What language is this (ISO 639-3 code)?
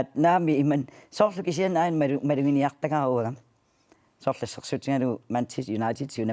kal